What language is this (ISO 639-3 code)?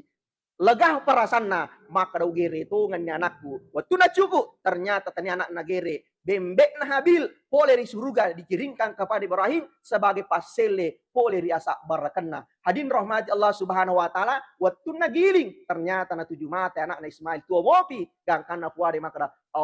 bug